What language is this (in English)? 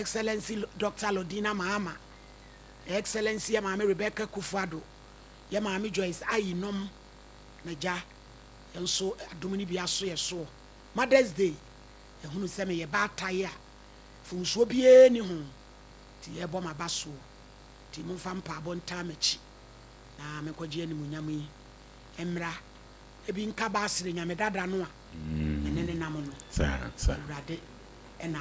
Akan